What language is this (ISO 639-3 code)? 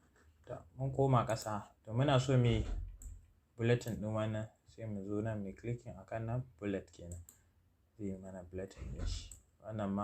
hau